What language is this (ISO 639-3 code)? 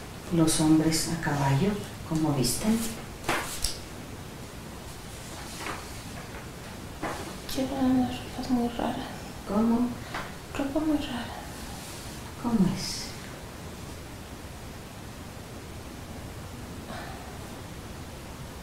spa